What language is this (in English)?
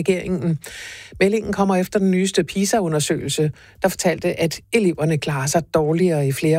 Danish